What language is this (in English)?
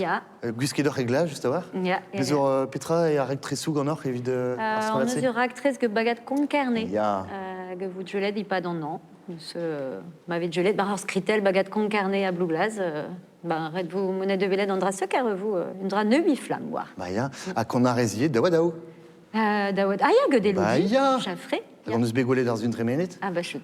Breton